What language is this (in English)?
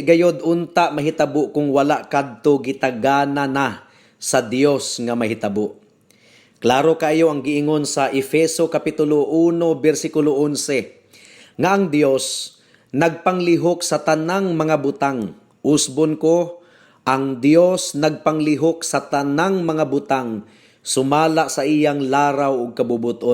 Cebuano